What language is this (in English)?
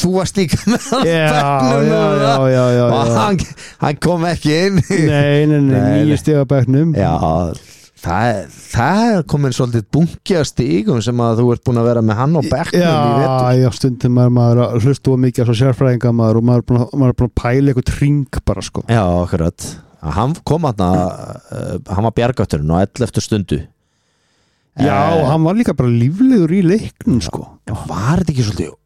Icelandic